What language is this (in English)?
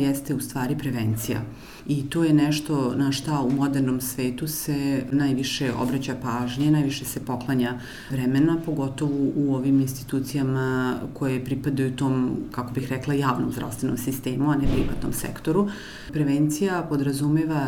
Serbian